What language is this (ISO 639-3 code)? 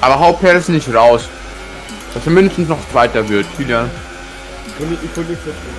bar